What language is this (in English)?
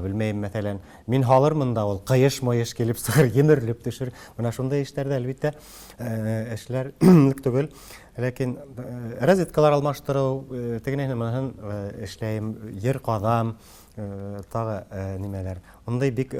Tatar